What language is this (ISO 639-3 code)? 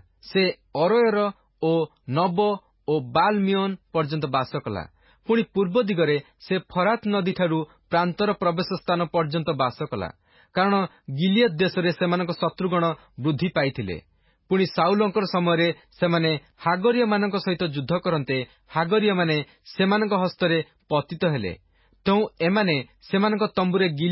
ori